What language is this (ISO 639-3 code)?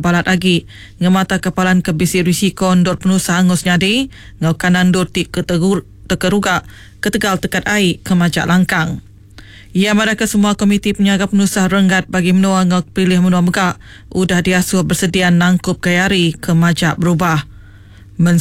iba